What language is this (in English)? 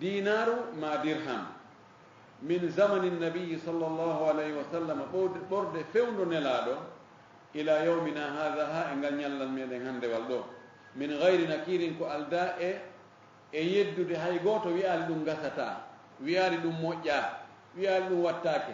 Fula